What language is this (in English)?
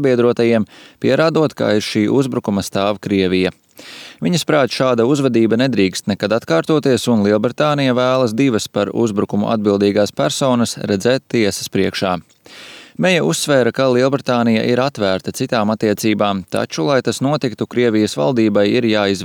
Latvian